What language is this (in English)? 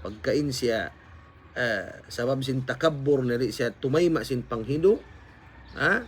Tausug